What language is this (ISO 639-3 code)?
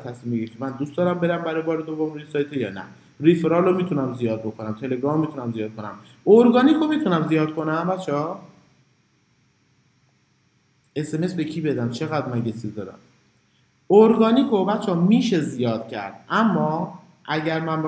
fas